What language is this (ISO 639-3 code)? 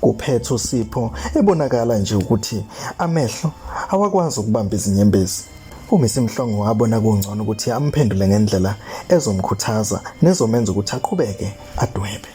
zul